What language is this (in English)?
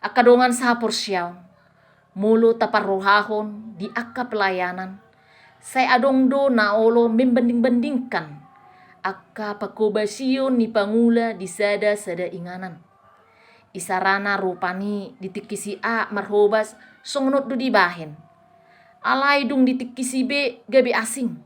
Batak Toba